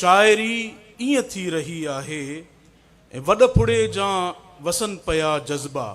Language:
Sindhi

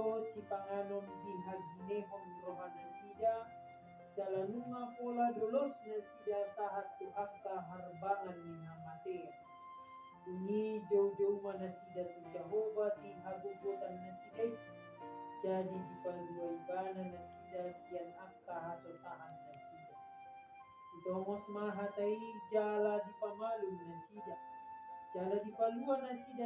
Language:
Batak Toba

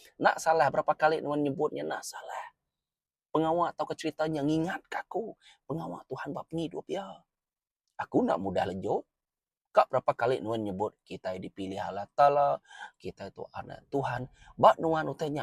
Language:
Iban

